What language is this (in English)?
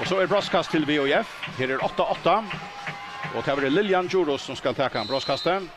Faroese